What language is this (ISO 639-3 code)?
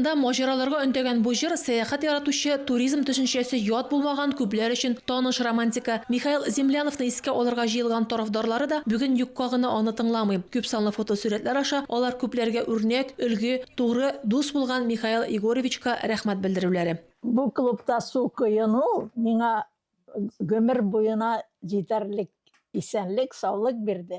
tat